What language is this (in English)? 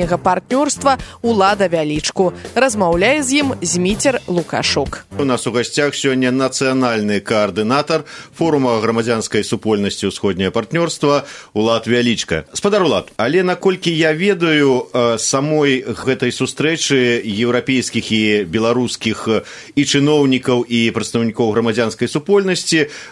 Belarusian